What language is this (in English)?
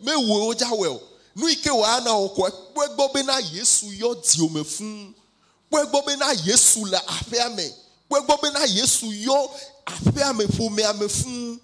Ewe